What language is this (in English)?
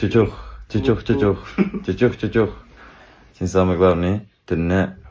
Tatar